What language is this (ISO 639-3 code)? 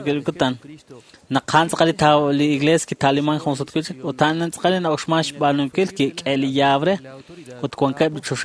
kek